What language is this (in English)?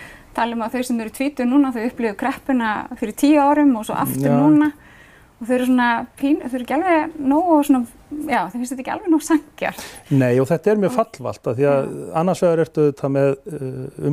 Icelandic